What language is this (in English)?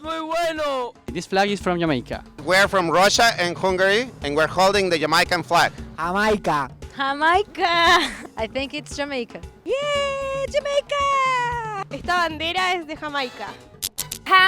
Jamaican Creole English